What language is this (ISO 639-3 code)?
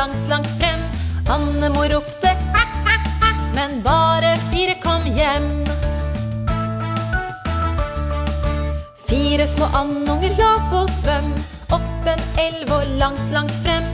nor